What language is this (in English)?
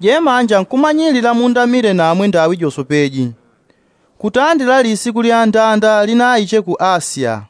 Yao